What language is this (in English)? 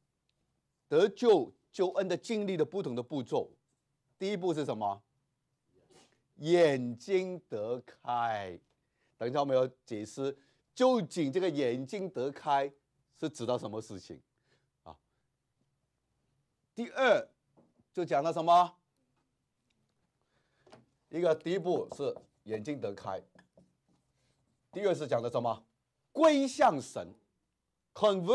Chinese